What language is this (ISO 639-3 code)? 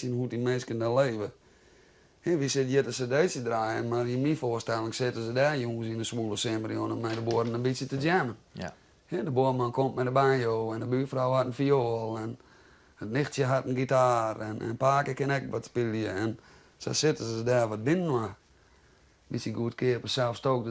fry